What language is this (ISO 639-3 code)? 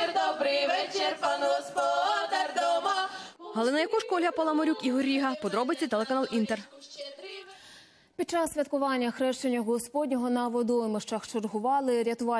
ukr